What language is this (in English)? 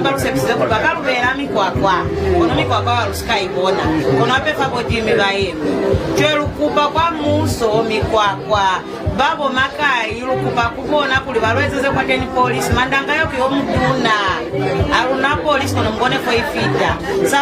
Lozi